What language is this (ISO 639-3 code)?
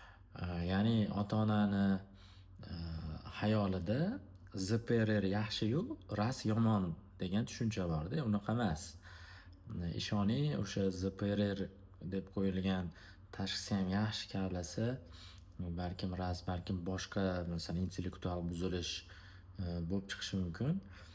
uzb